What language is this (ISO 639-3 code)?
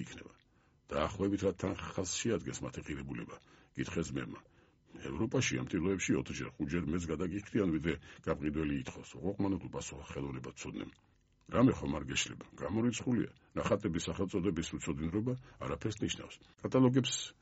kat